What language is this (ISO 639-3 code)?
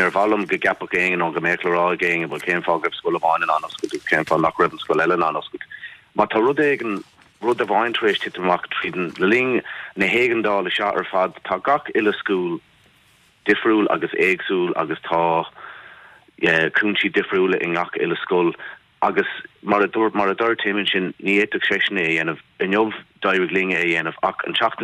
gle